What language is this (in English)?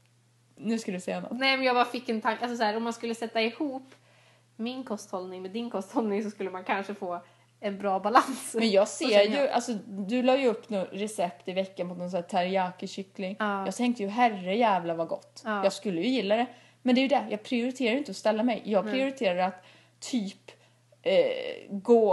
Swedish